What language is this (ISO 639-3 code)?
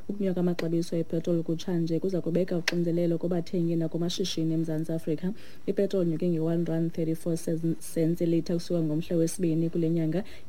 xho